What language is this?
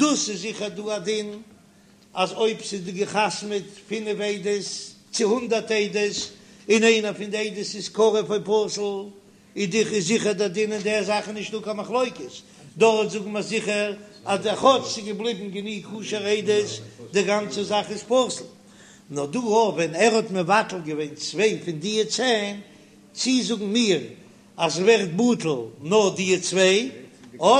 Yiddish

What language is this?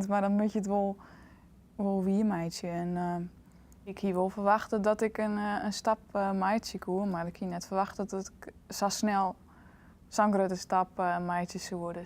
Western Frisian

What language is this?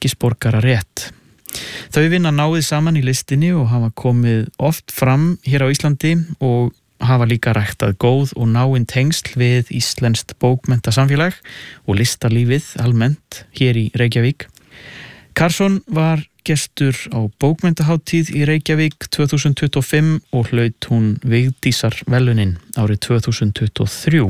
Icelandic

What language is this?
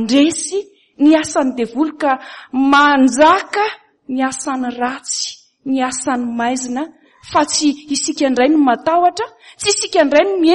Malagasy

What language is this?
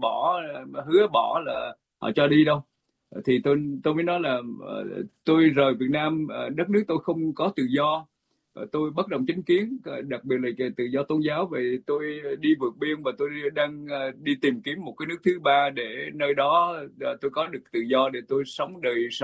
Vietnamese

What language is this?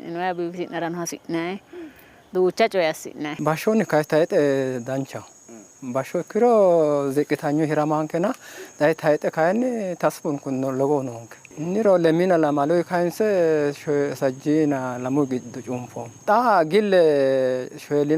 Sidamo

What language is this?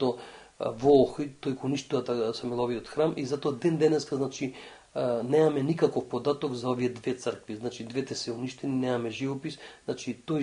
Macedonian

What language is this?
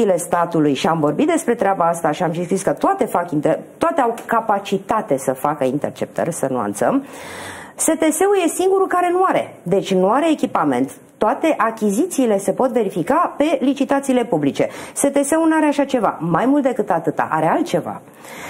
Romanian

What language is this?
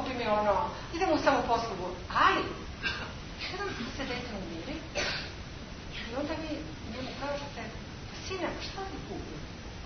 Serbian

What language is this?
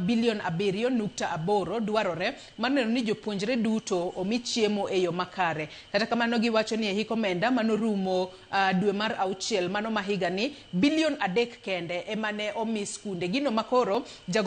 Luo (Kenya and Tanzania)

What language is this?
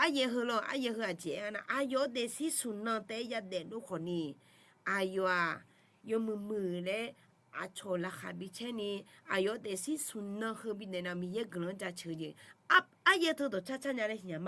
Akha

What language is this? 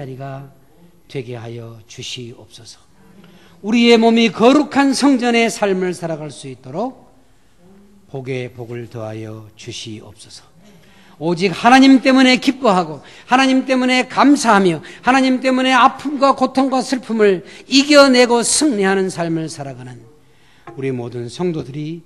Korean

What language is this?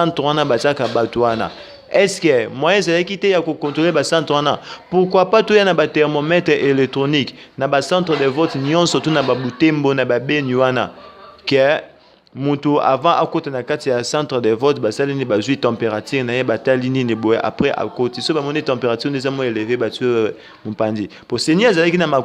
Lingala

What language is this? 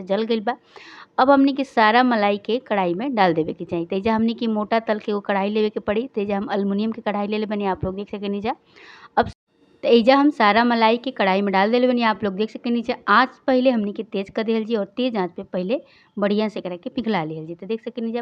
Bhojpuri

